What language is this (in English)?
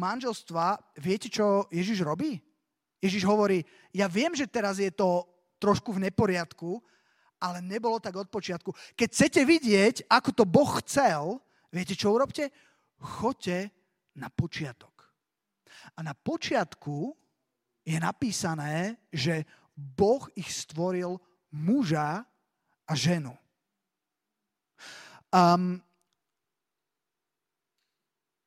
Slovak